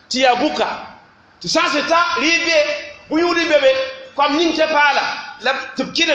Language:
Mossi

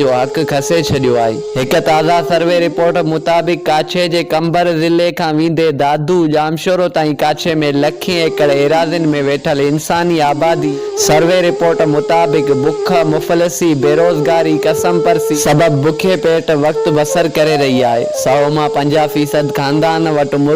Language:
Sindhi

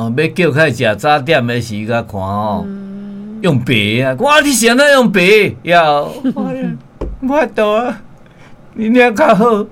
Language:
Min Nan Chinese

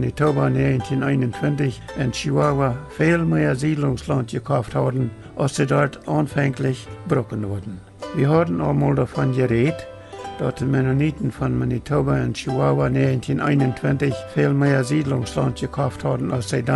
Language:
Plautdietsch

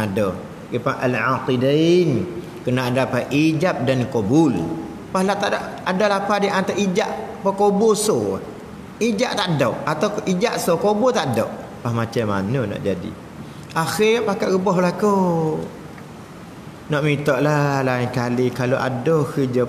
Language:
Malay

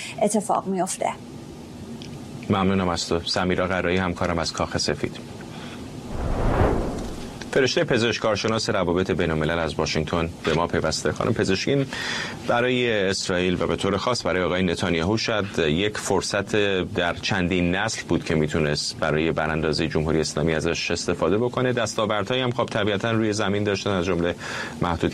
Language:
Persian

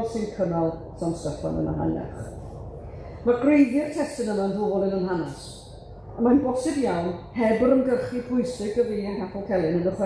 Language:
Welsh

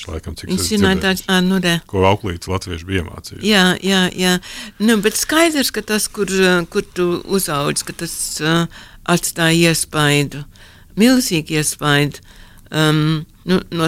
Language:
Latvian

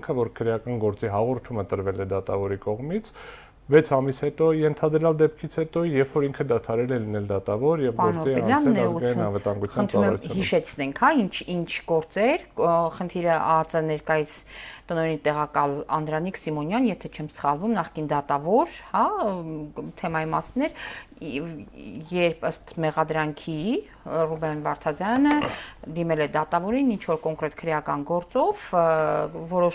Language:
Armenian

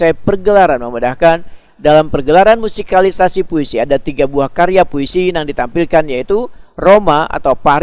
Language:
Banjar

